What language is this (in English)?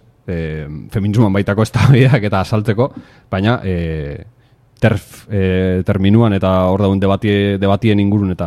Basque